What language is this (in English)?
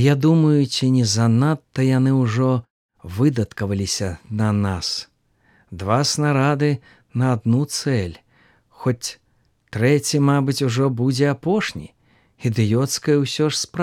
Belarusian